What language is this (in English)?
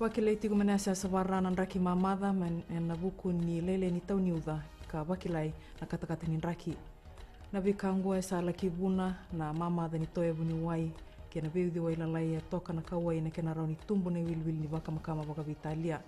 Fijian